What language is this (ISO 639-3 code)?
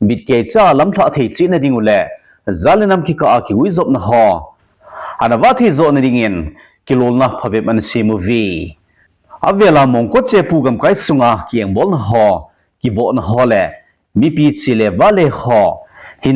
tcz